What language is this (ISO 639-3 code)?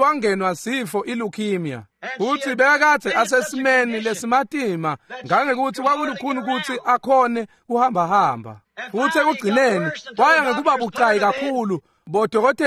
ssw